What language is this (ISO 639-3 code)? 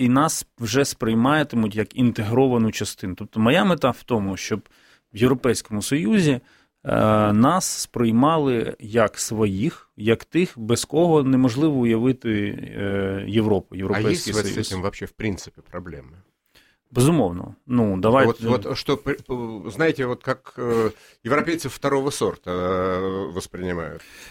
ukr